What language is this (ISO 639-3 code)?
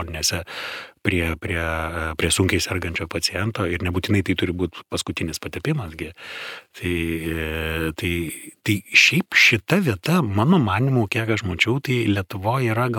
lit